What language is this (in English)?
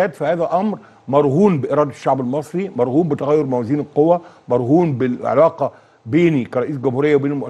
Egyptian Arabic